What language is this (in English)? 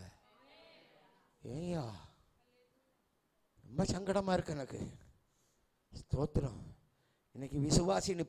Tamil